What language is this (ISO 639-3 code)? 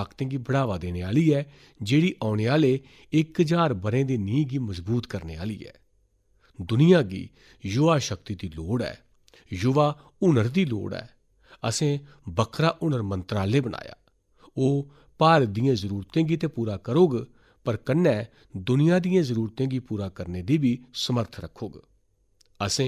doi